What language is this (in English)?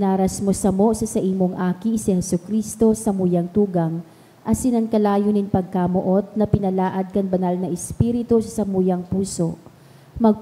Bikol